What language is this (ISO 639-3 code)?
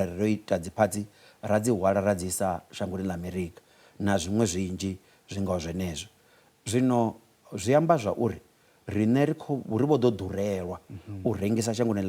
ven